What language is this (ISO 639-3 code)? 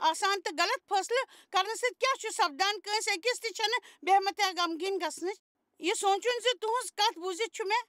kas